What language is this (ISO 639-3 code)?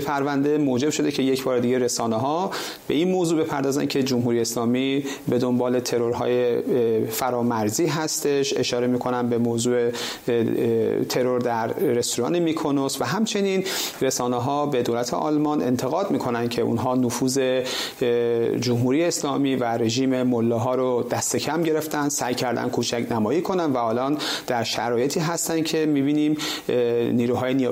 fas